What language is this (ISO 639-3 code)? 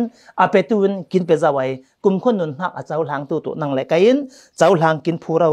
cfm